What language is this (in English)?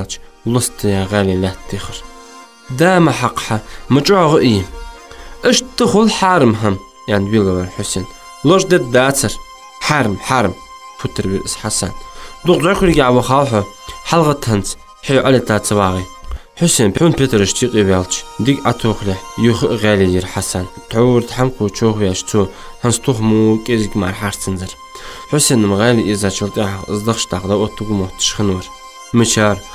Ingush